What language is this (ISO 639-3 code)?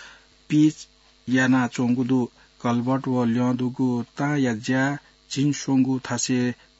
new